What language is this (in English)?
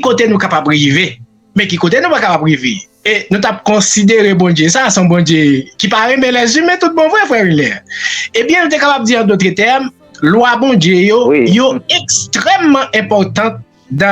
Haitian Creole